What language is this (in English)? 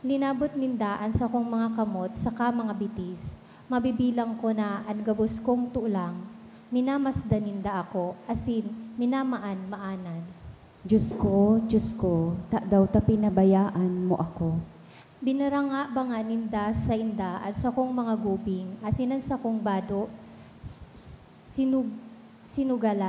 Bikol